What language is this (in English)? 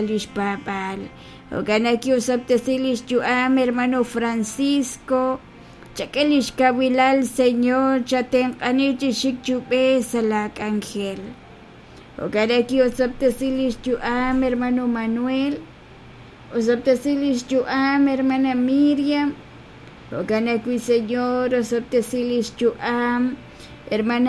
Kekchí